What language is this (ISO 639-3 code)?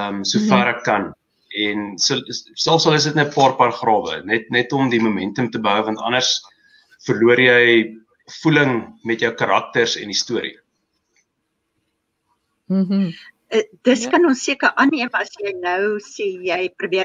afr